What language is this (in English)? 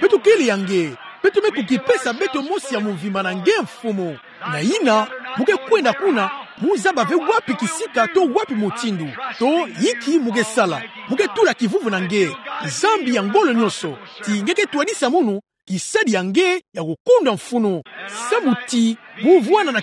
Kituba (Democratic Republic of Congo)